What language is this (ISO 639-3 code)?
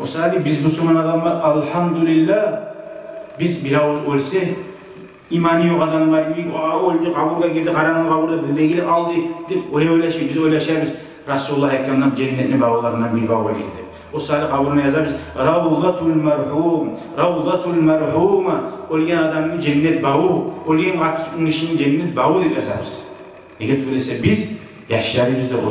kum